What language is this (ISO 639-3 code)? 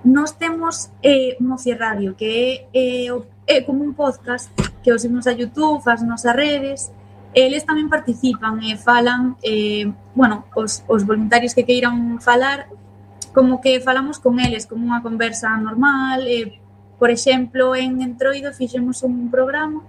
glg